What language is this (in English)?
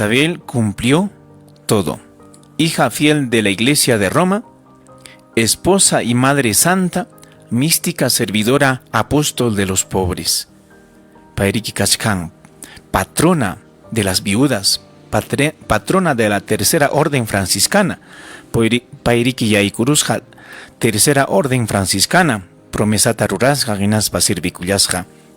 Ayacucho Quechua